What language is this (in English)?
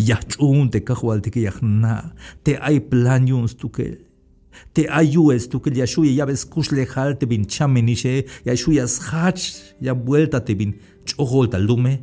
Tzeltal